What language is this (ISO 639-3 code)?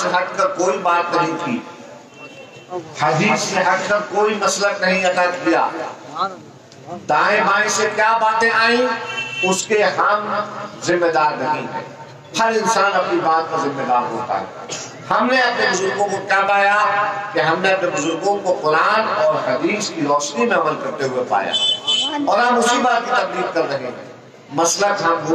urd